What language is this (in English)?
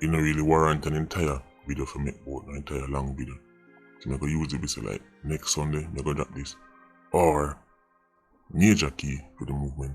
Jamaican Creole English